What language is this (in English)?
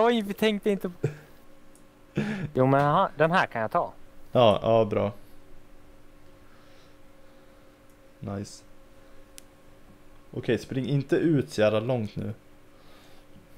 Swedish